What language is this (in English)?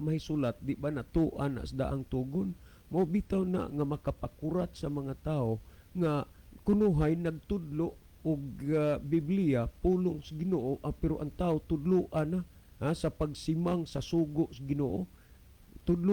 Cebuano